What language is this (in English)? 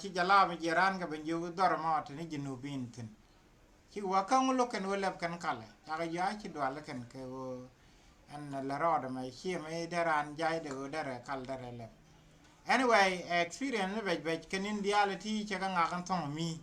Nuer